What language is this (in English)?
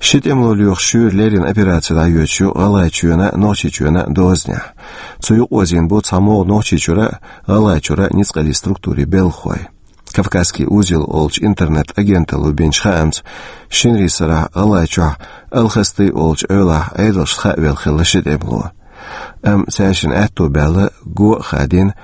Chechen